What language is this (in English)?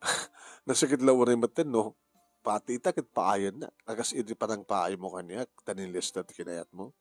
Iloko